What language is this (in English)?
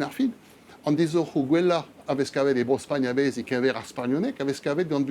Breton